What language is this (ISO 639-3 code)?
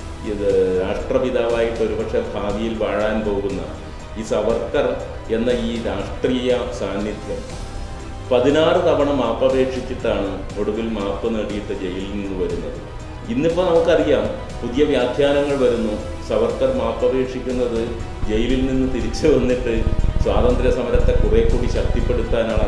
mal